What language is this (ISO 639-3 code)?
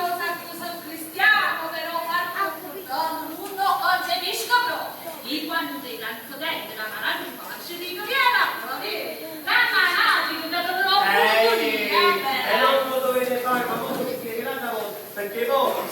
nap